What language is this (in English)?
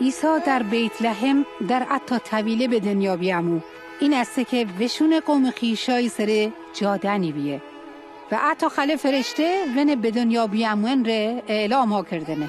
Mazanderani